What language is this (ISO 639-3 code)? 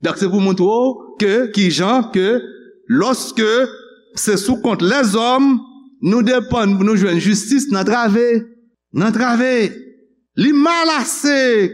hat